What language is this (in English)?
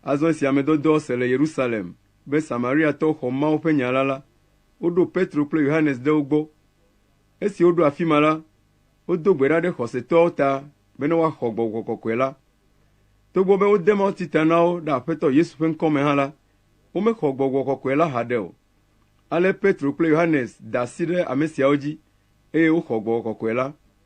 Ewe